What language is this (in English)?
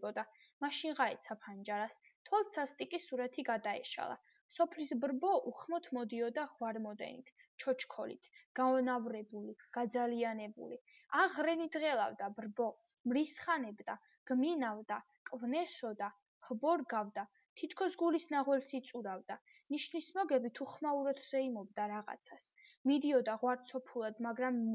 Georgian